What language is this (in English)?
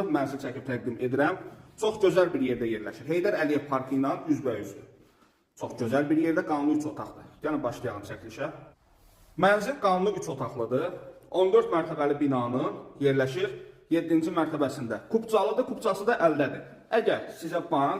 Azerbaijani